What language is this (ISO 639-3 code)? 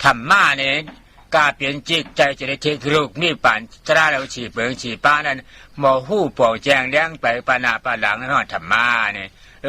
shn